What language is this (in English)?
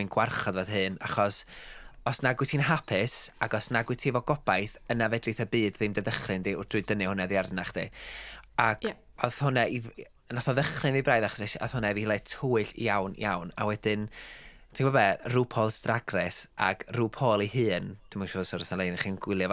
Welsh